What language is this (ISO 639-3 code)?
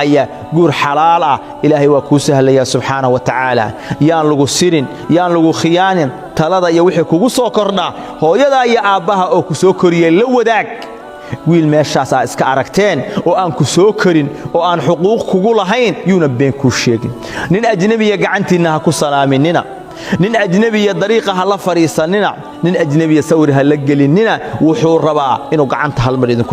som